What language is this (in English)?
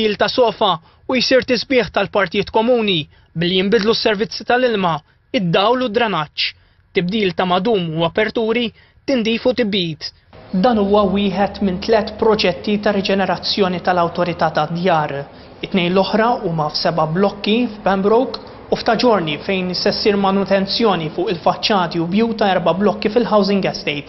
Maltese